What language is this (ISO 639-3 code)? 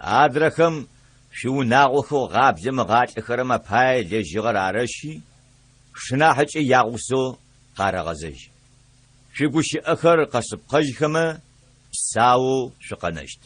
ady